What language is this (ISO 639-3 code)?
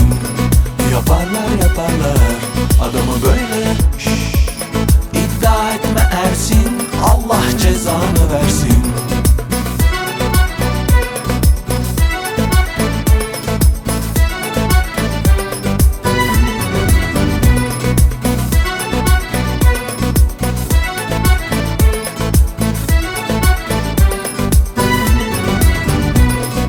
tur